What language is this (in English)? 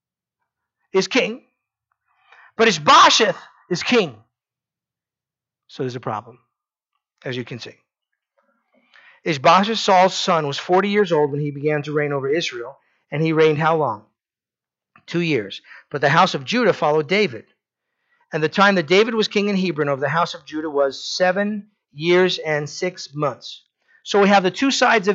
English